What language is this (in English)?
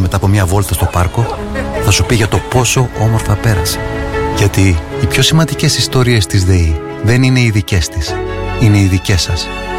Greek